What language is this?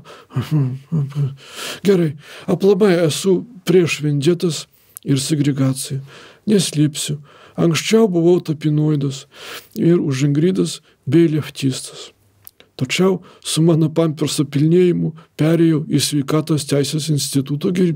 Lithuanian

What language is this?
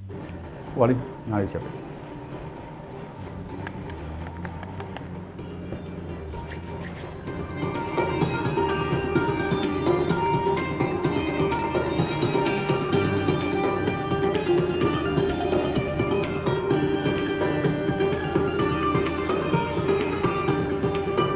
Burmese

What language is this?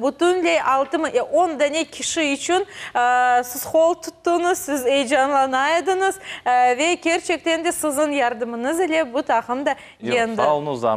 Crimean Tatar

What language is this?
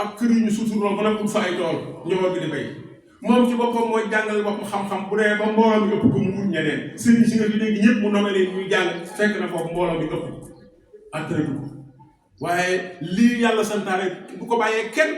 Wolof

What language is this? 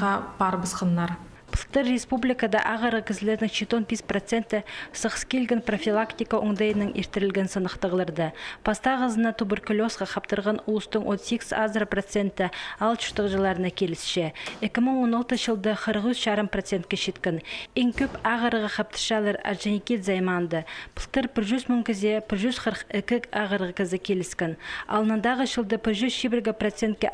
Khakas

